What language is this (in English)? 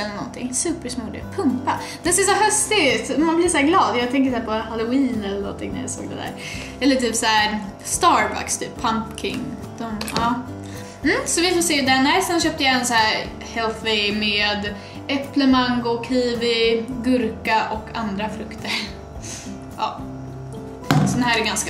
Swedish